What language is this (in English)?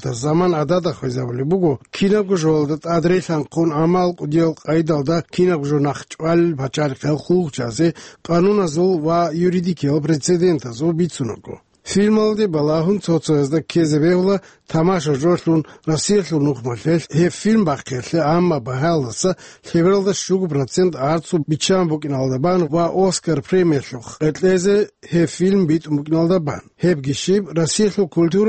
Avaric